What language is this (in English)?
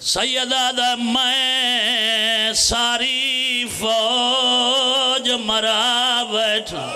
Pahari-Potwari